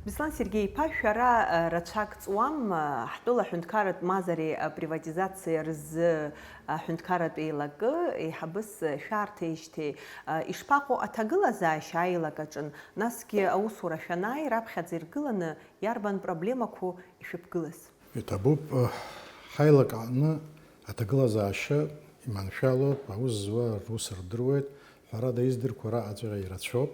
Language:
Abkhazian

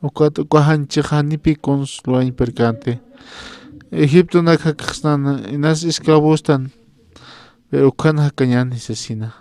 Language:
Aymara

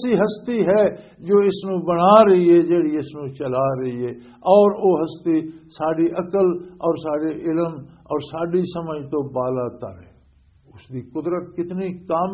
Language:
Western Panjabi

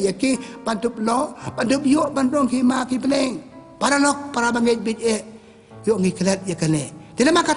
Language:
Khasi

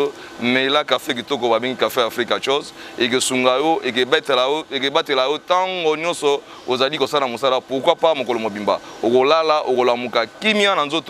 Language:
Lingala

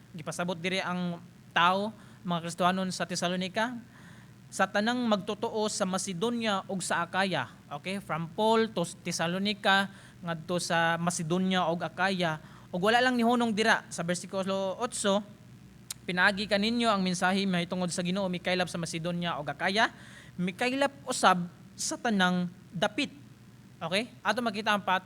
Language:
Cebuano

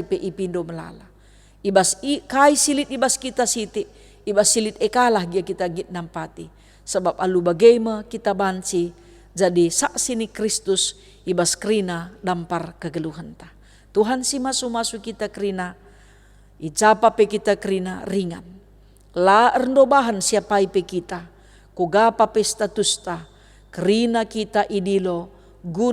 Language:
Batak Karo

